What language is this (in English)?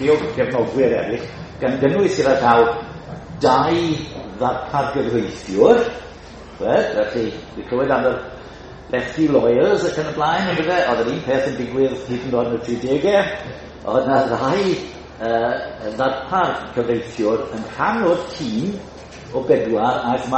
Welsh